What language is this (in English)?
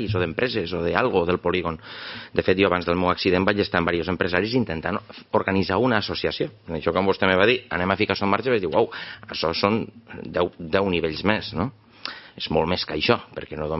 Catalan